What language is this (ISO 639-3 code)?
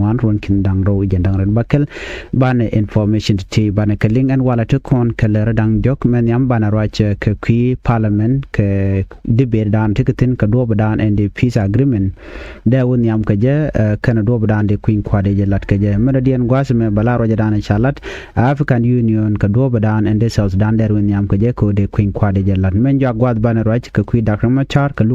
nus